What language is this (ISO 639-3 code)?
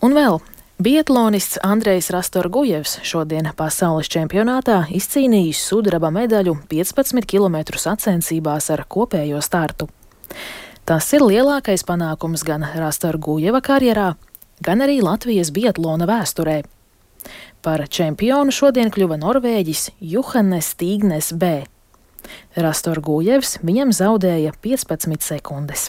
lav